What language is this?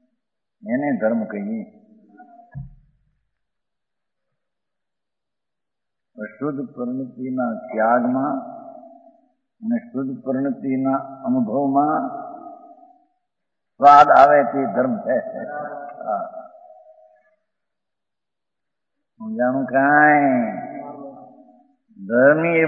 Gujarati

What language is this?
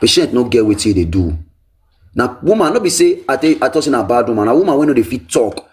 Nigerian Pidgin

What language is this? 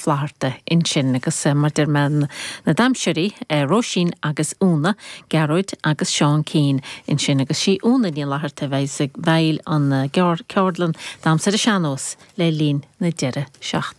Irish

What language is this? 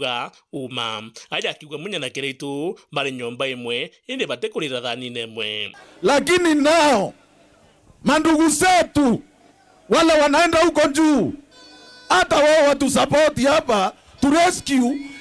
Meru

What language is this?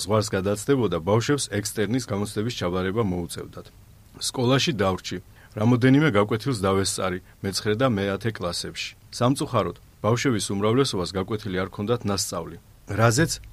Georgian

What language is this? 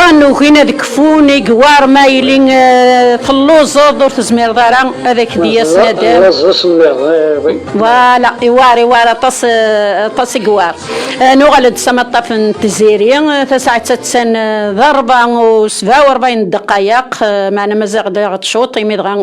Kabyle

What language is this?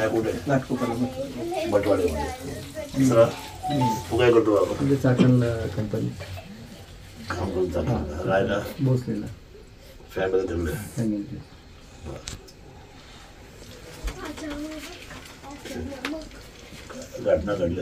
Marathi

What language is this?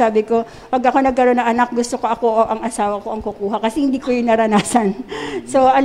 Filipino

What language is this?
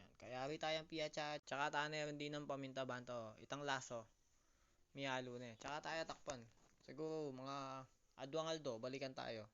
Pampanga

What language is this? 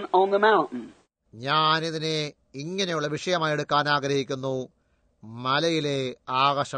Malayalam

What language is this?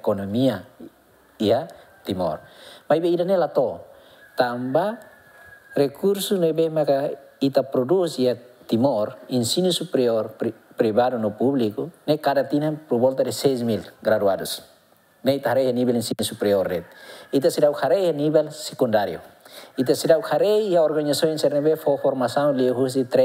Tetum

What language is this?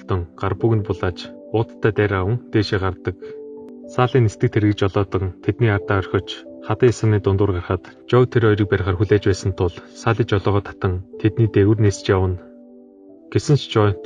Mongolian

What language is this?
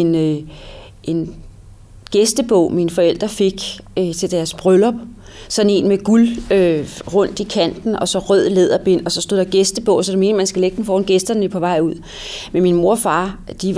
Danish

